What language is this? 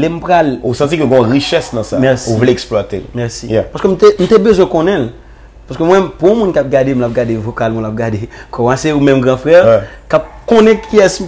Haitian Creole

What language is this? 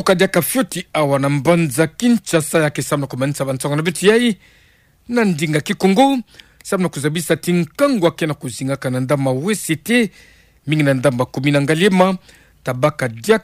Kituba (Democratic Republic of Congo)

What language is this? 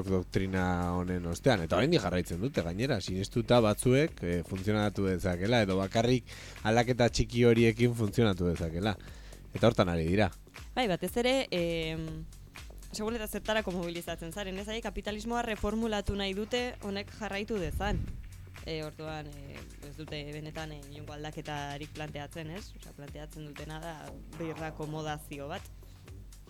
Basque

